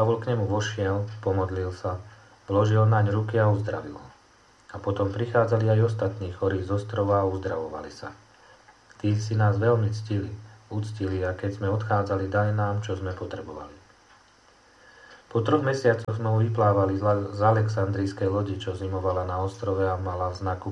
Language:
Slovak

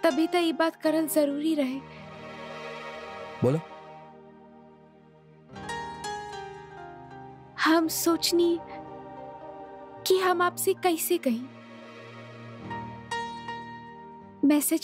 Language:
Bhojpuri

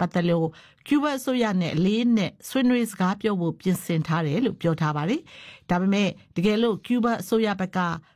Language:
Burmese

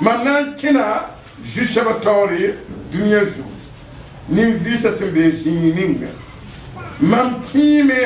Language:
Mossi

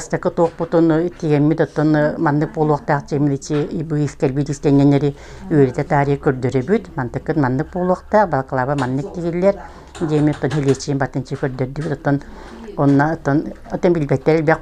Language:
Yakut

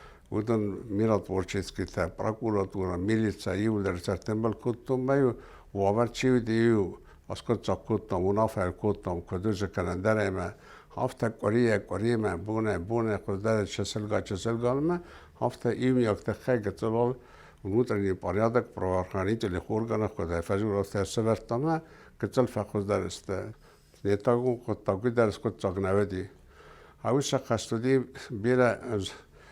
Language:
Ossetic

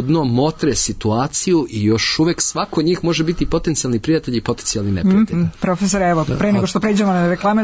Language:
Serbian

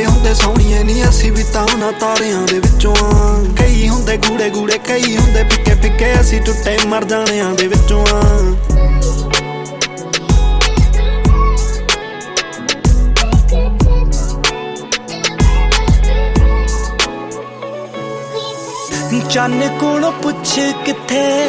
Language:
Punjabi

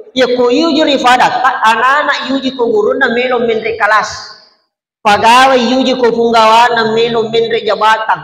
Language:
Buginese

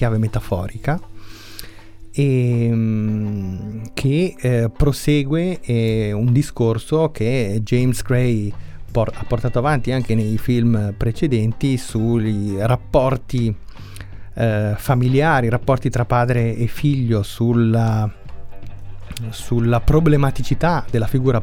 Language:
Italian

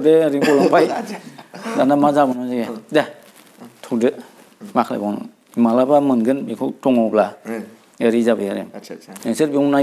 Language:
Bodo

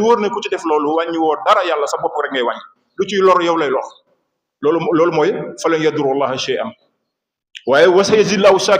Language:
Wolof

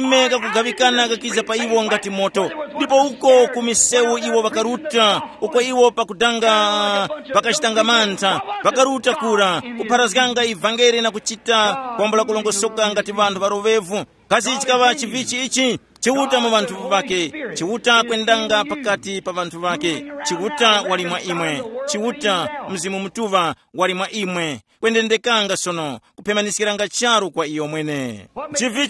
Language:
Tumbuka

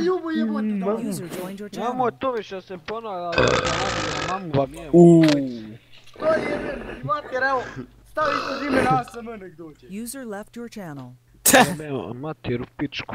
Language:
Bosnian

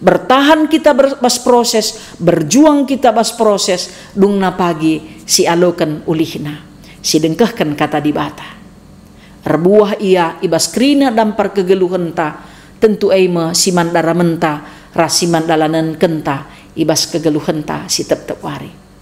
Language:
Batak Karo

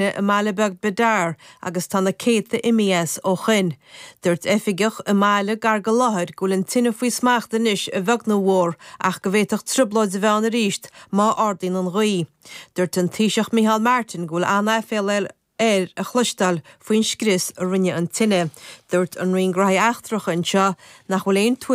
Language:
Irish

